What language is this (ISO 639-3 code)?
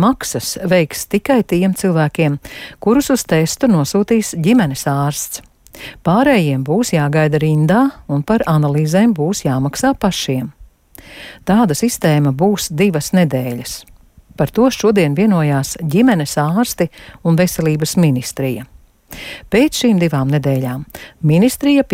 lav